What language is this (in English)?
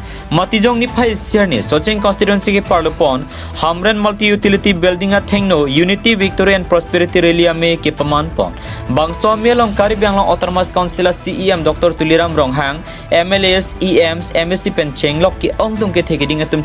Karbi